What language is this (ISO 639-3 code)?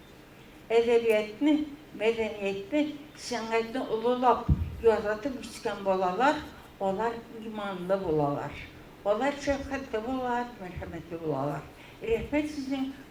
tat